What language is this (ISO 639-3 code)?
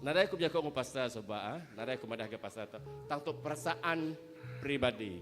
iba